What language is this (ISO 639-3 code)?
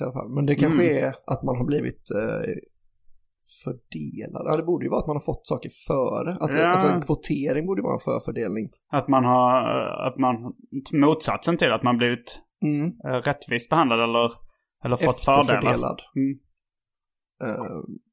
swe